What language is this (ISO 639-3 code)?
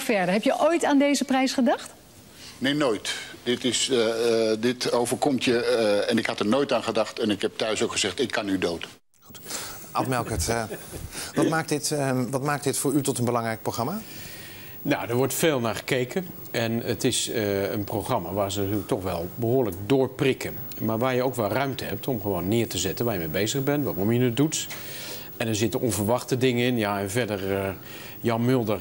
nld